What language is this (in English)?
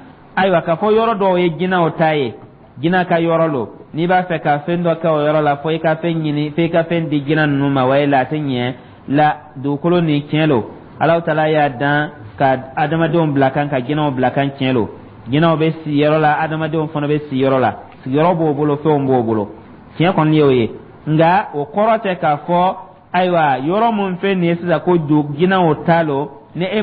Dyula